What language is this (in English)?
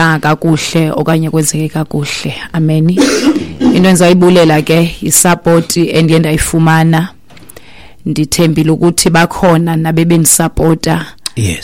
Xhosa